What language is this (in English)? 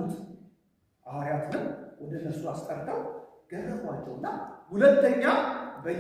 Amharic